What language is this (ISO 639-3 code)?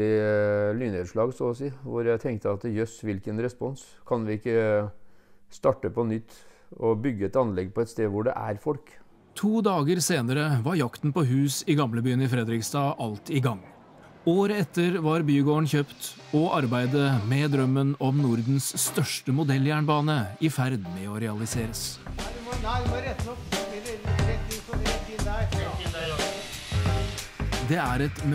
nor